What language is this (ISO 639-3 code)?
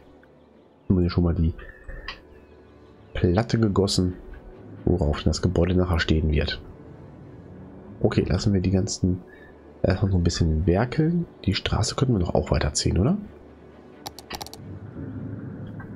deu